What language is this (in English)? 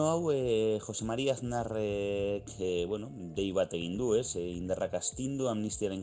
Basque